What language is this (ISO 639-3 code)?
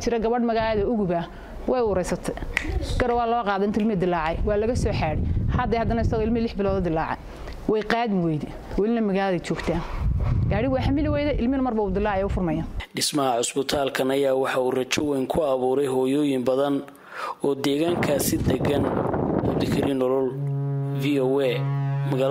som